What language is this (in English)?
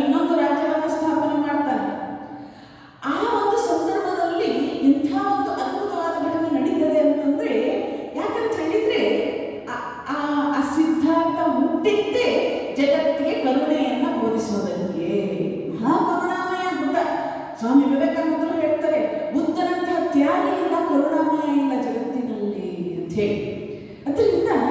Kannada